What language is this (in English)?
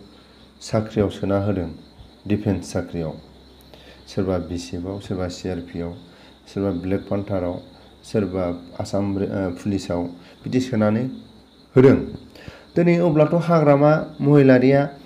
Bodo